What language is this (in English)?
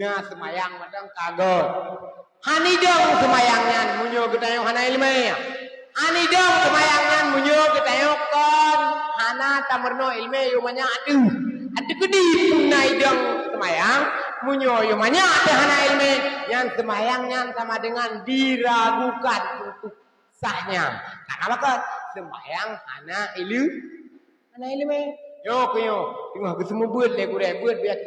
Achinese